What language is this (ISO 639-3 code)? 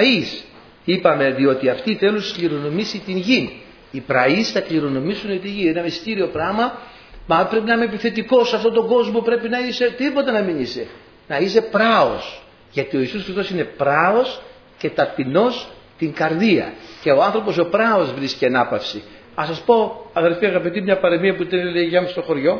ell